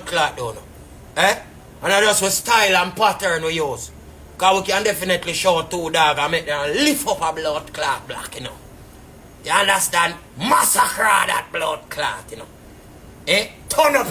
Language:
Jamaican Creole English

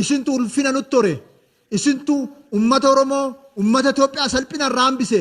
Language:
Oromo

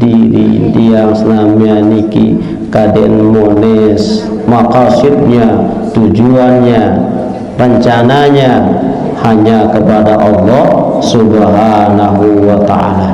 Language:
Sasak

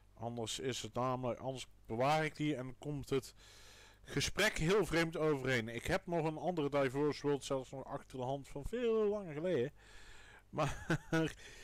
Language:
Dutch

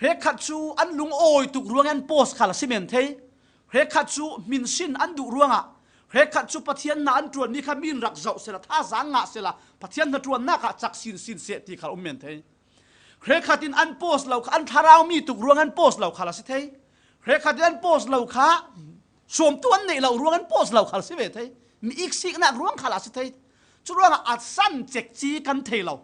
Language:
Falam Chin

